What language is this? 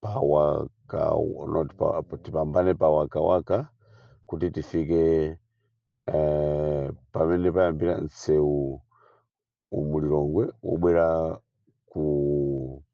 Nyanja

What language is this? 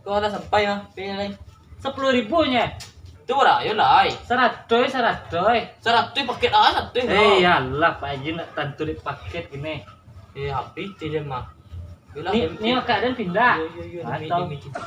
Minangkabau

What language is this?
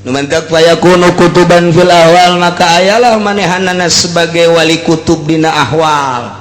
Sundanese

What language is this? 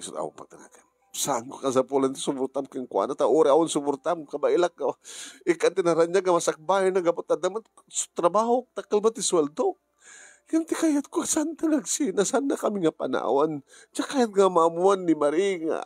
Iloko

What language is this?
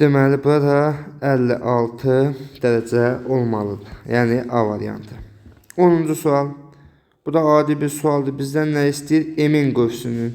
Azerbaijani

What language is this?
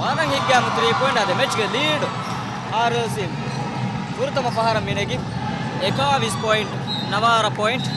Divehi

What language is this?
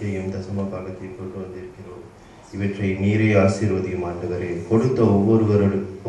Tamil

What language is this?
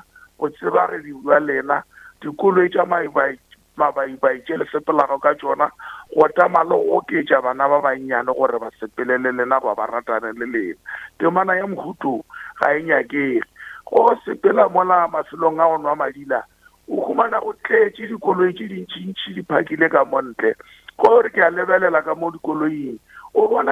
Northern Sotho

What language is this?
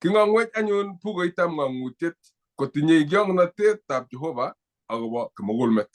Kalenjin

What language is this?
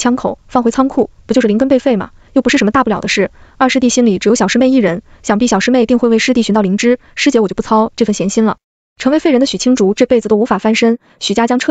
Chinese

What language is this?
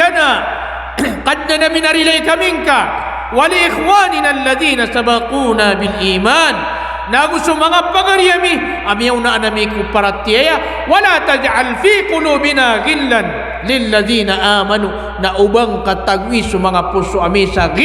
Maranao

